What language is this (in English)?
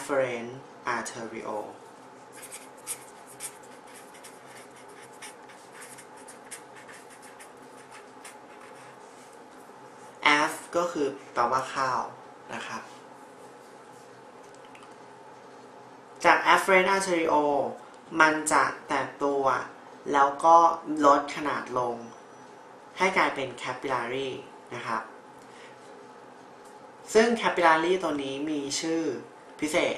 Thai